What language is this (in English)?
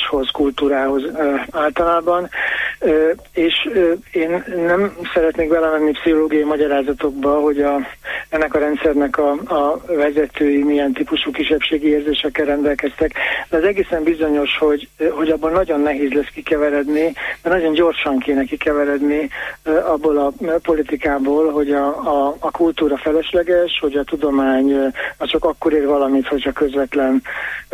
Hungarian